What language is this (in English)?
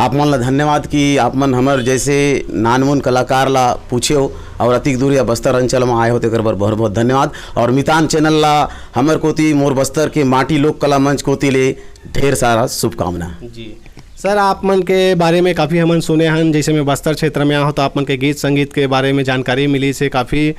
Chhattisgarhi